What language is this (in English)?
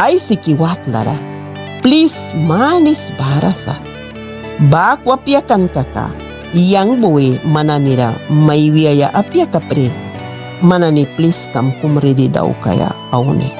Mískito